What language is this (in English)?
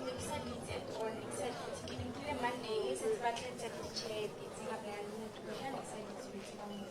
Northern Sotho